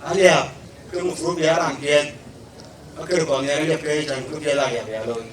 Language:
Dinka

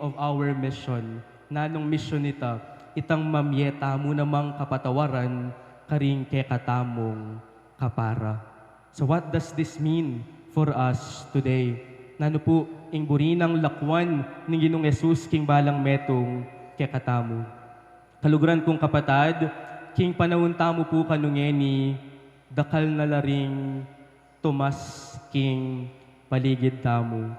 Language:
Pampanga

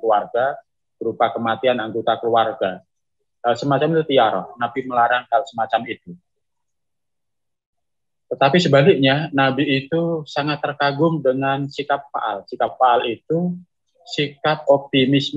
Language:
Indonesian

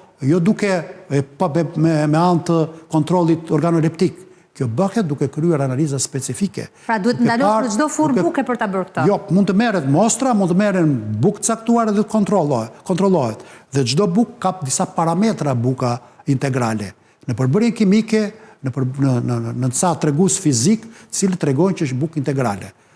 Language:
Albanian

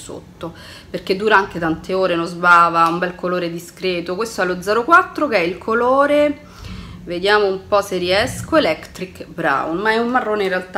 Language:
Italian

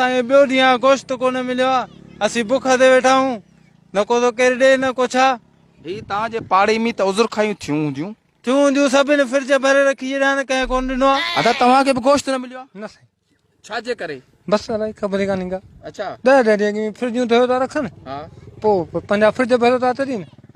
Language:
Sindhi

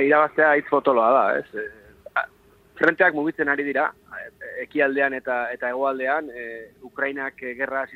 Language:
Basque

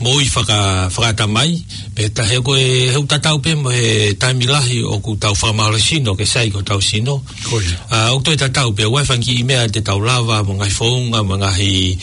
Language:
Tongan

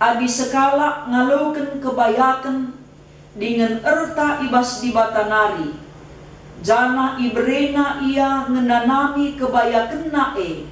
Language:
Batak Karo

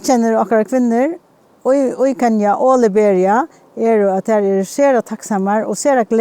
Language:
Faroese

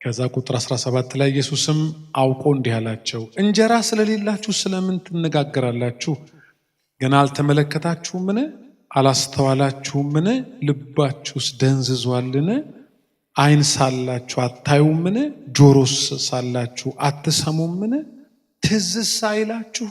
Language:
Amharic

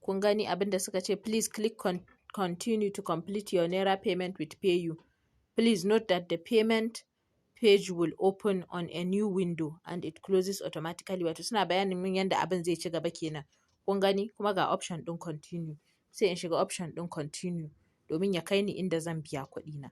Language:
Hausa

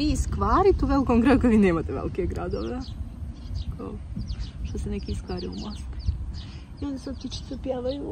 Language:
Croatian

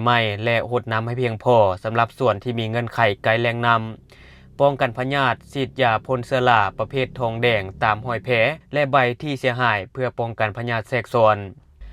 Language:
Lao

